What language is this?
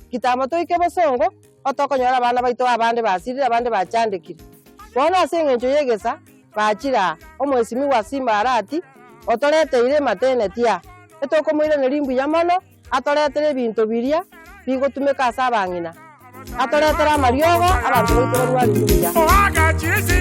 Gusii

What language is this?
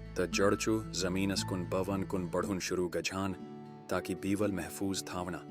Kashmiri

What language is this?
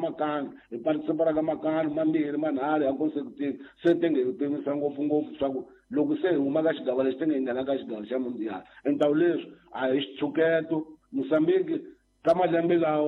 Tsonga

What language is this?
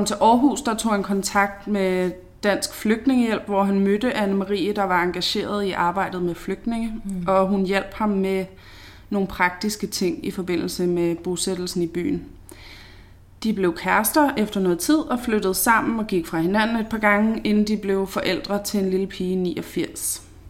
Danish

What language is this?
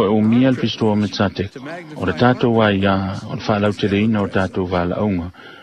Samoan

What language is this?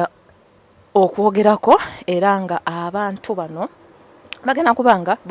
Ganda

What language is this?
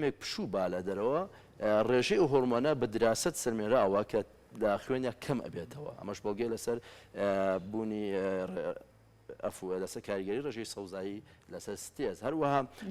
Central Kurdish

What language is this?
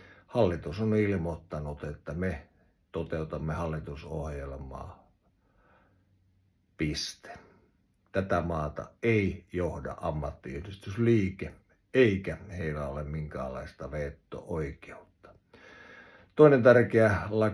Finnish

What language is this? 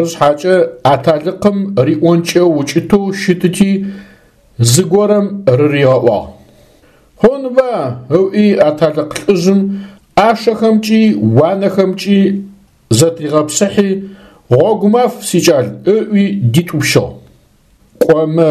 Adyghe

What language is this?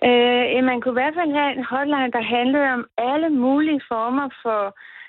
Danish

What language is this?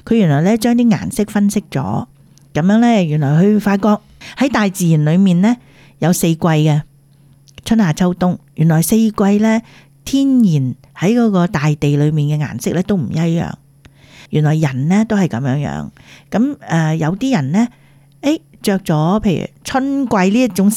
Cantonese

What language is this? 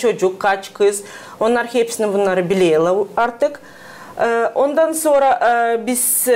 Gagauz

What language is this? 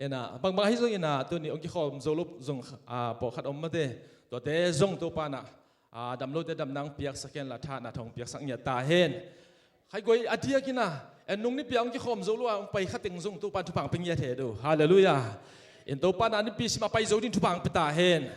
Tedim Chin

